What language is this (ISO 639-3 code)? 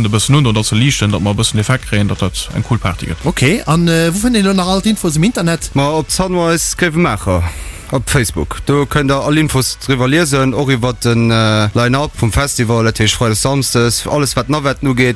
ltz